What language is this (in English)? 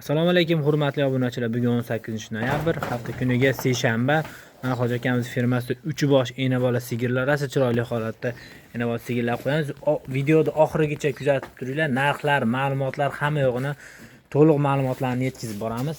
Uzbek